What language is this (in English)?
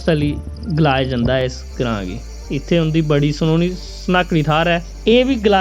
Dogri